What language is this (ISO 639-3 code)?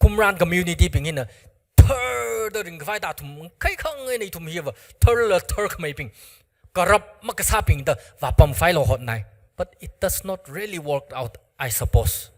nmf